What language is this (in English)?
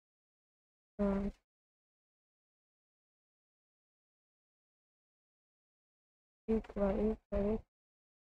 Hindi